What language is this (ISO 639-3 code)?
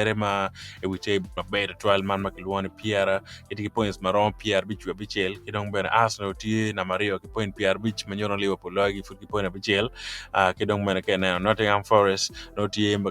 ach